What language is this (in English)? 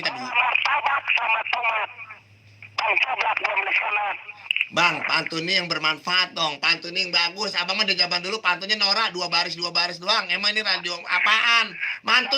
Betawi